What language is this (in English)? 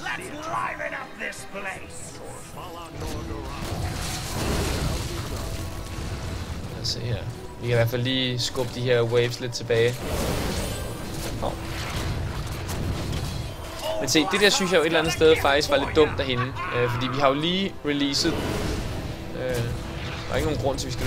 Danish